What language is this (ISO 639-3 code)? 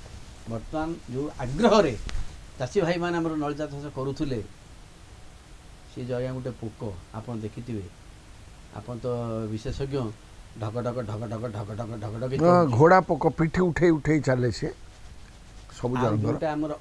ori